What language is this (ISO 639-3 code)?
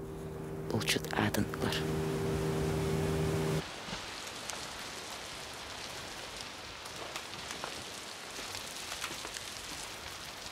kaz